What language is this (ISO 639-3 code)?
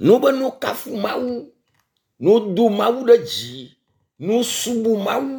ewe